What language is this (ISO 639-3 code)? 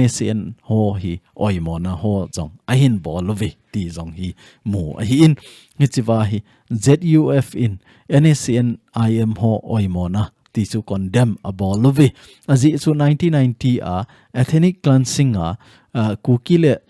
tcz